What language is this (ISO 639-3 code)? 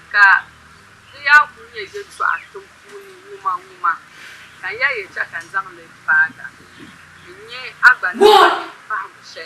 dag